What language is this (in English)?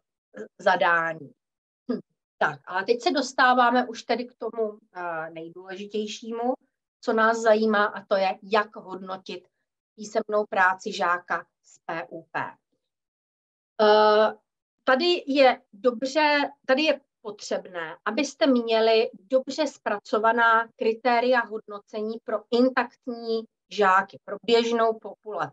Czech